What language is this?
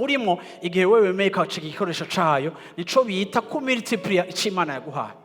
Rundi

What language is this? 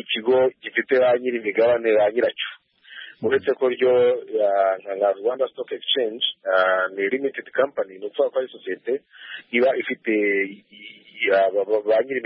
Kinyarwanda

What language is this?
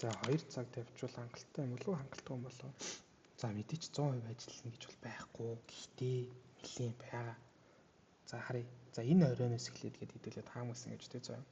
Mongolian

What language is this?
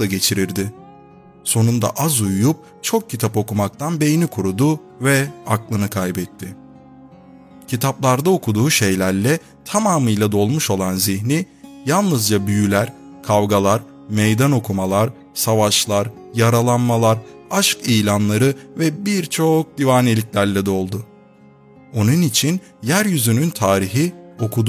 Turkish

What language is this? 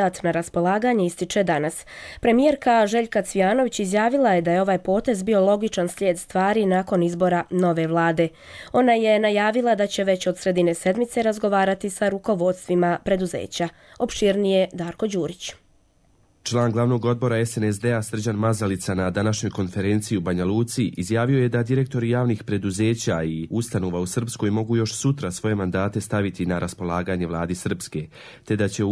Croatian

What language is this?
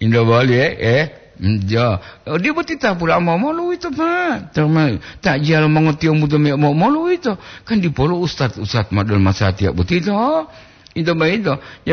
Gorontalo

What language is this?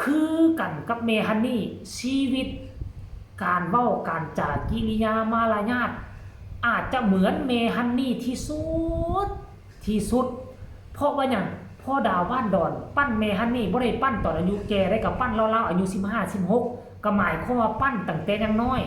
Northeastern Thai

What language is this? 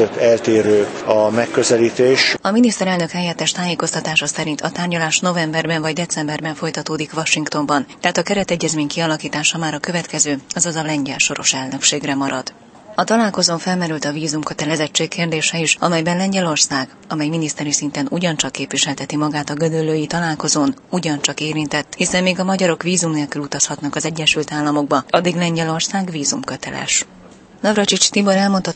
Hungarian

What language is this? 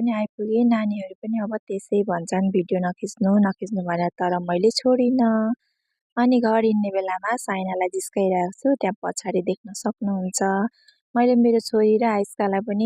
Nepali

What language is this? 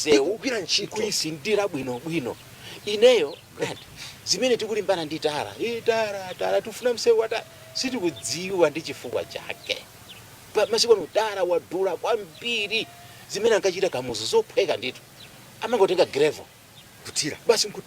Nyanja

